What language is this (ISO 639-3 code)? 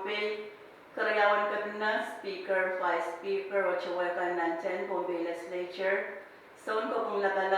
pon